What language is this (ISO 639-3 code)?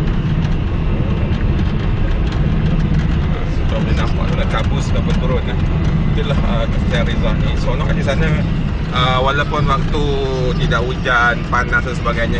msa